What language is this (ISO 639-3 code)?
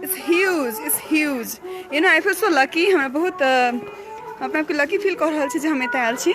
mai